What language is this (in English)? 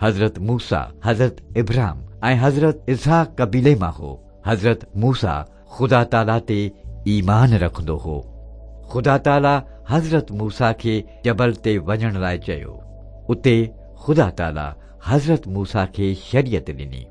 Sindhi